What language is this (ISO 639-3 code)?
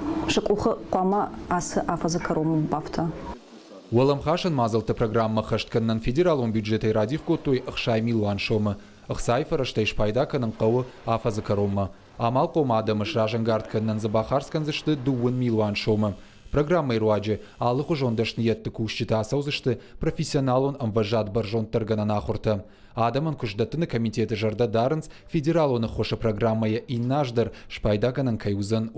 oss